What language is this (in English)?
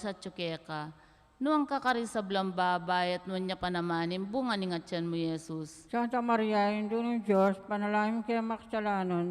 Pampanga